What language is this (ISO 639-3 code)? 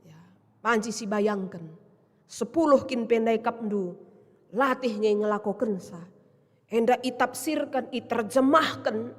btx